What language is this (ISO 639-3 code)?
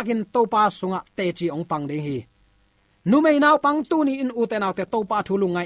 ctd